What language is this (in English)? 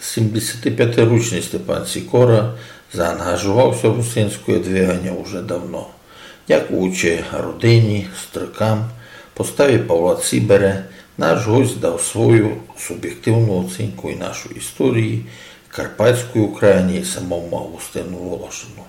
Rusyn